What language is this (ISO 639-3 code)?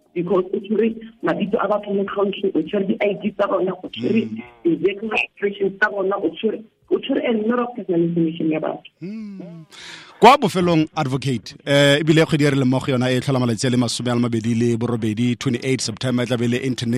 tsn